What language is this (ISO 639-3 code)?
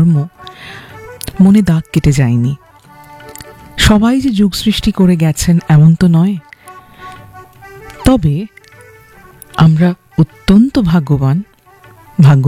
ben